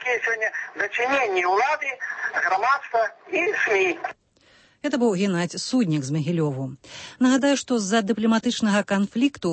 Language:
Belarusian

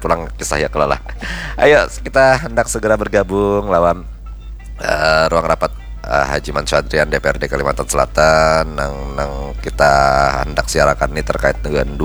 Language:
Banjar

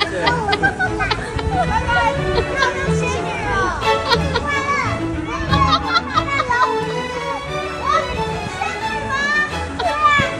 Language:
Chinese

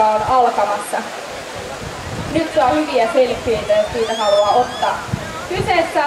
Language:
Finnish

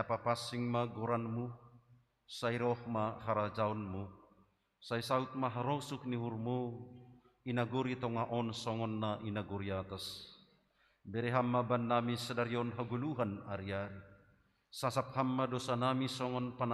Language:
Batak Simalungun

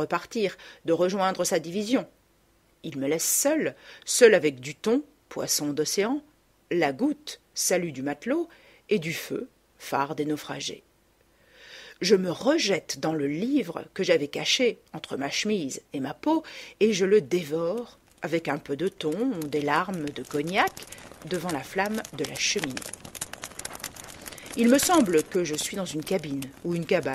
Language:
French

